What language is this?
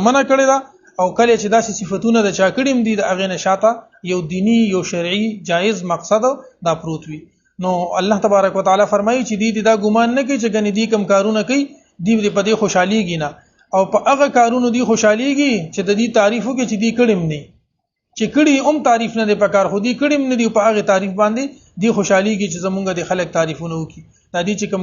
Pashto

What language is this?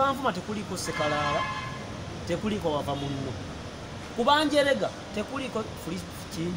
Ganda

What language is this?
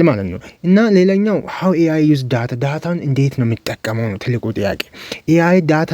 Amharic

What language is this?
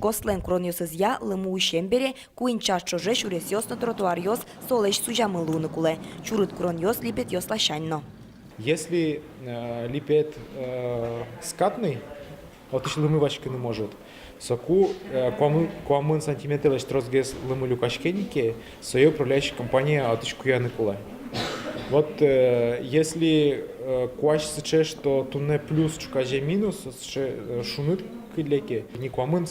Udmurt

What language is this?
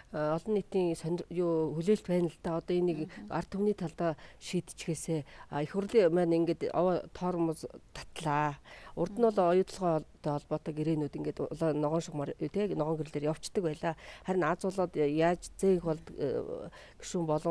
Mongolian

